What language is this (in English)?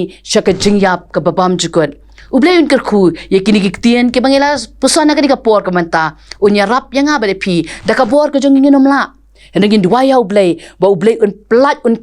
Khasi